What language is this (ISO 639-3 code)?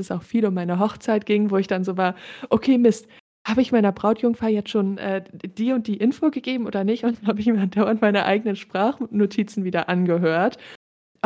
deu